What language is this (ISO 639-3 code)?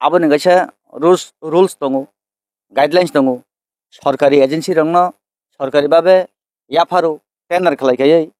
trp